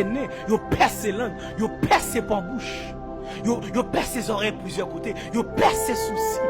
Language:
Haitian Creole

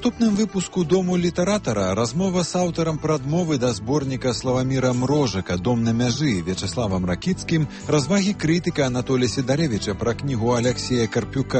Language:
Belarusian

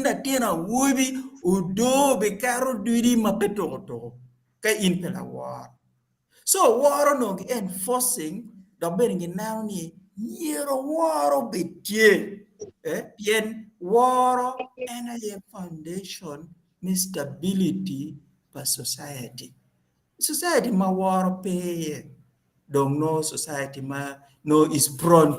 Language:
Acoli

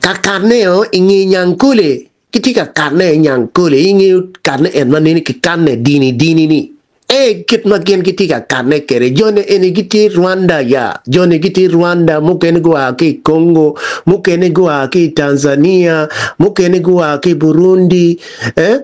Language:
Acoli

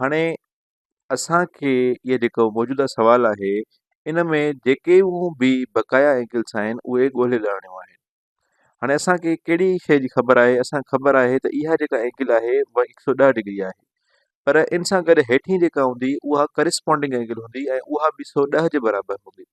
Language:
Sindhi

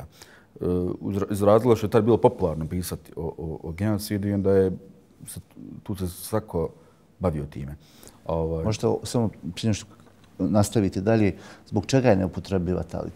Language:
Bosnian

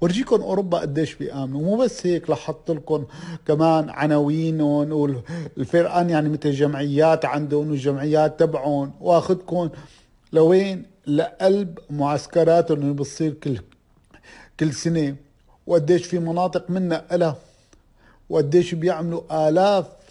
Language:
North Levantine Arabic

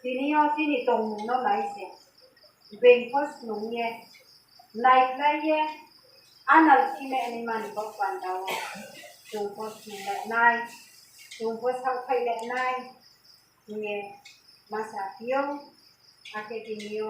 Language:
Riang (India)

